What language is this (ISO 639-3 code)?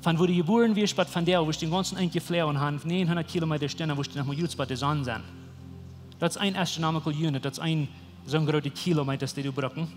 pdt